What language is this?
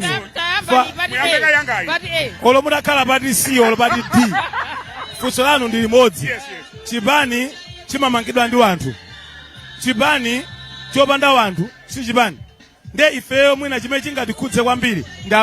Nyanja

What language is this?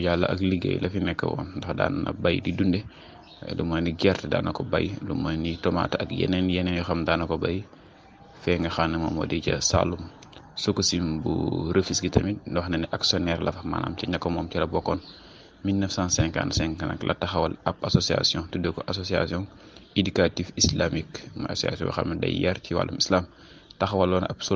Wolof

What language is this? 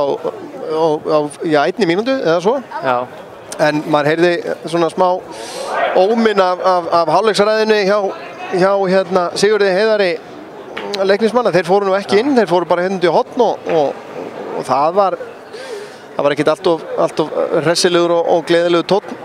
Icelandic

